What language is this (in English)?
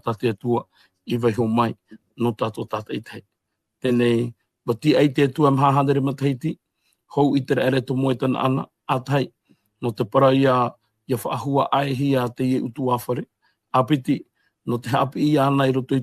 Tahitian